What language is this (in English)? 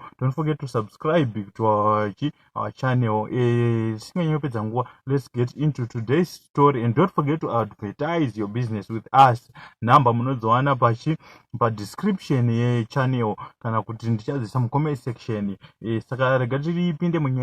Shona